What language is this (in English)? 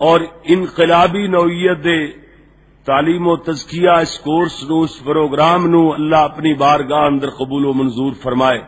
Western Panjabi